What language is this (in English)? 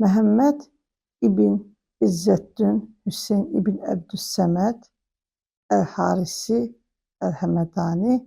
Azerbaijani